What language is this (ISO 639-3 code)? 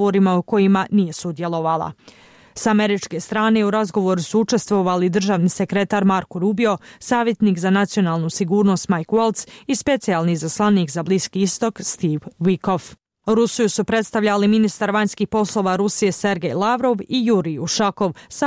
bos